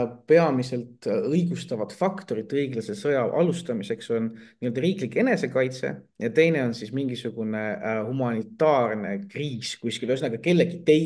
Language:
Estonian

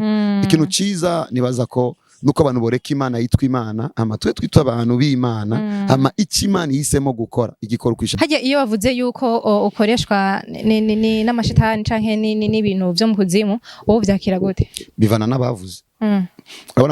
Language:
Rundi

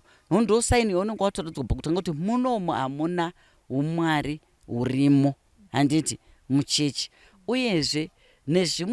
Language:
Shona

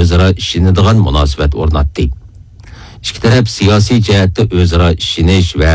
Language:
Uyghur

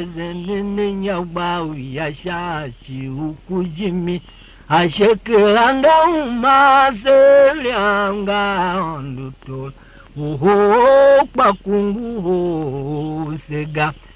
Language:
Tiv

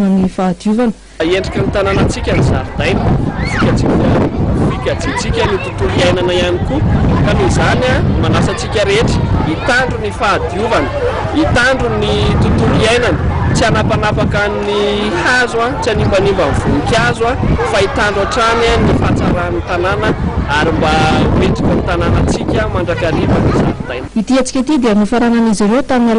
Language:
Malagasy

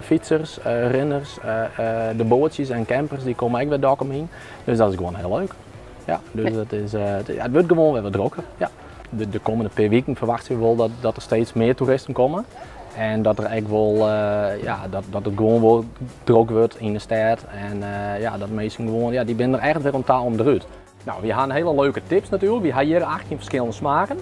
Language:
Western Frisian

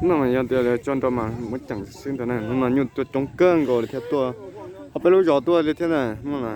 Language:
Hmong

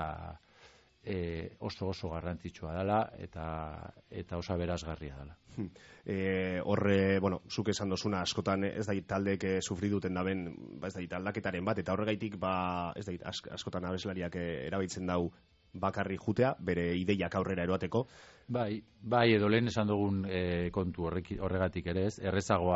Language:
Basque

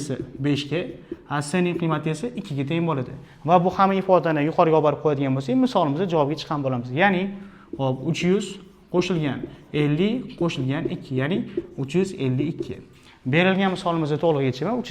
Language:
Uzbek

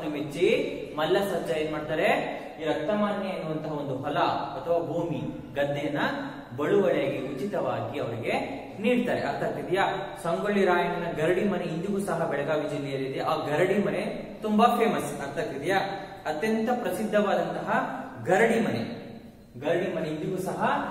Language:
Kannada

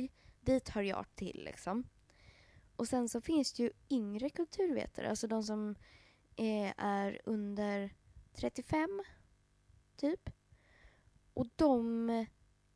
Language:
Swedish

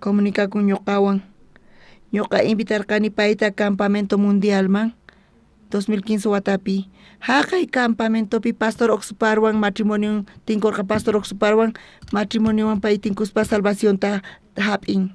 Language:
South Bolivian Quechua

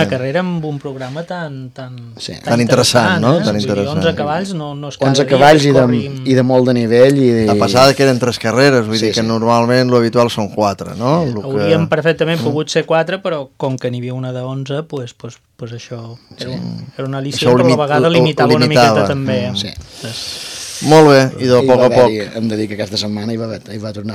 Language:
Catalan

